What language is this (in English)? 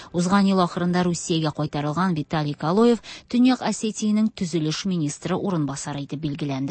Tatar